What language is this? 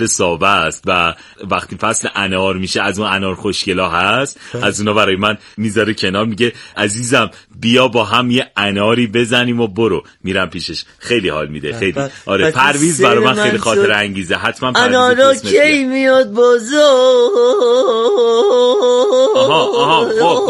Persian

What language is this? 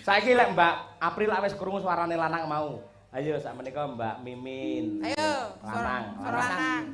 Javanese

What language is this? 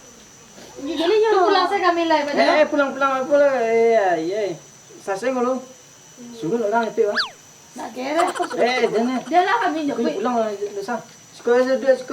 Minangkabau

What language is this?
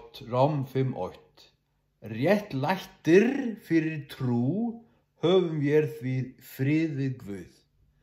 Faroese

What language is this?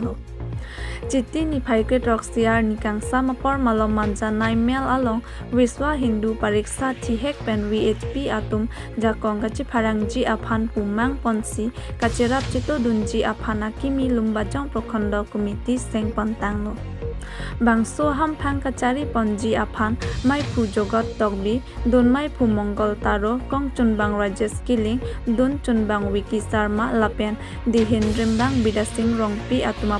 Karbi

